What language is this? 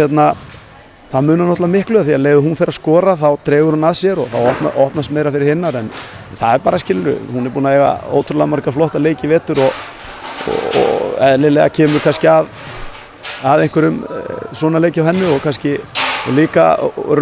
Icelandic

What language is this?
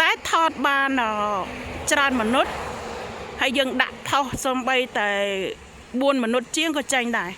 Khmer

